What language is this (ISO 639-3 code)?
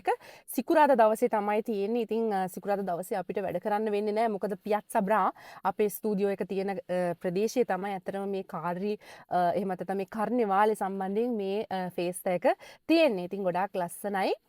sin